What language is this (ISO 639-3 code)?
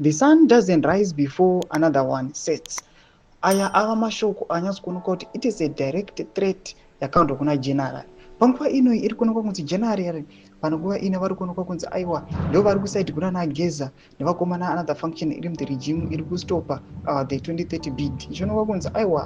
sna